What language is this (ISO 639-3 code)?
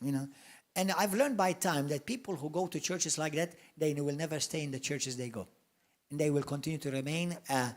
eng